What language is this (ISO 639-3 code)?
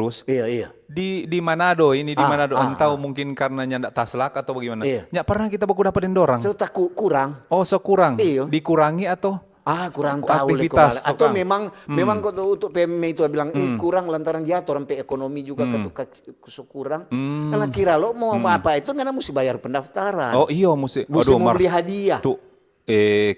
xmm